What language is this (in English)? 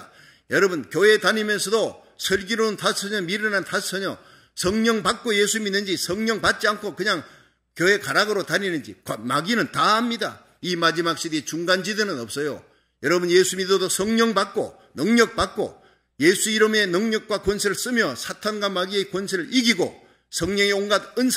Korean